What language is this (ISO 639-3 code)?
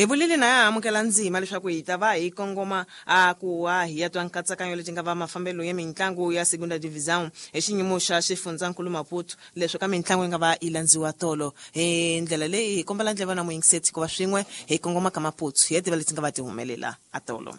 tso